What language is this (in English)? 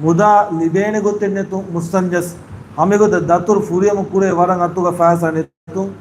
Divehi